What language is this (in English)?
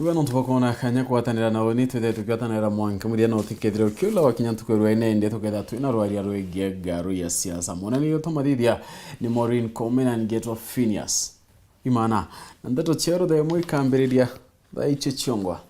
Meru